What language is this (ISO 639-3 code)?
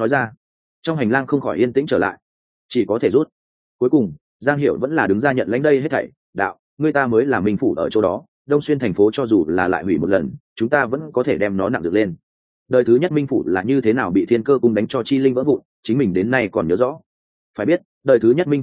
vie